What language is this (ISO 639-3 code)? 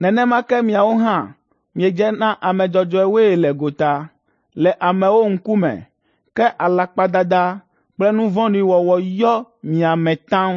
ewe